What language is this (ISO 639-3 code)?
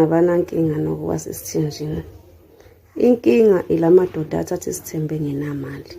zul